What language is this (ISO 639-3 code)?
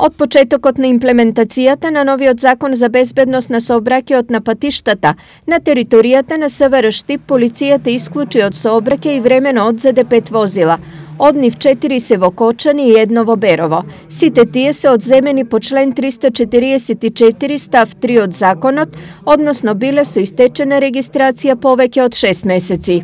mkd